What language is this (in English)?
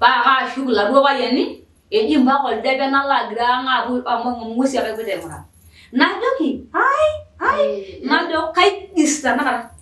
Masai